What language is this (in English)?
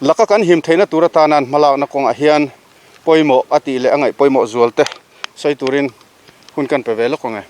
Mizo